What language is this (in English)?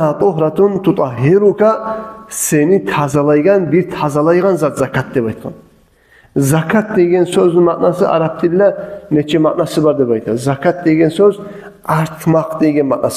Kumyk